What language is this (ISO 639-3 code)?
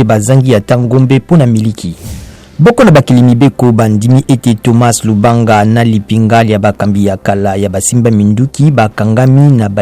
lin